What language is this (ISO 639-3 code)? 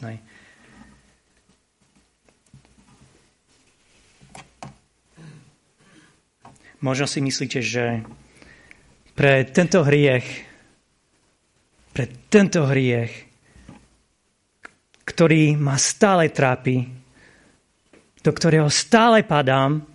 slk